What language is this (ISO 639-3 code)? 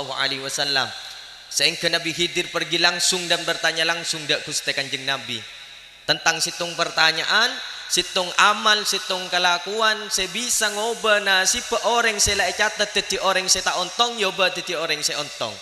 mad